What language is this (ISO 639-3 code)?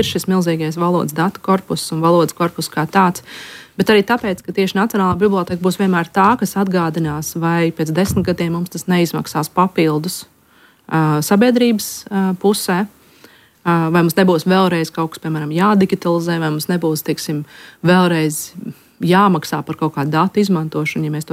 lav